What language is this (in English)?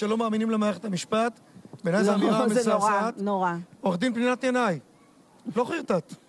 Hebrew